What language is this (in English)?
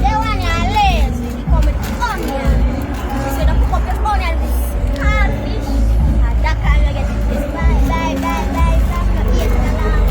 Jamaican Creole English